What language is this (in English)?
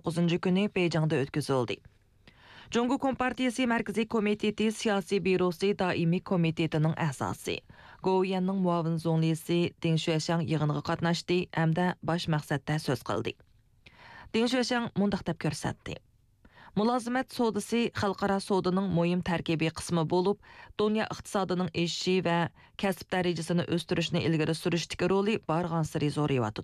Uyghur